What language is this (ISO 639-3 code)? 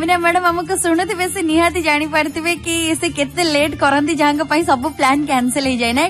ori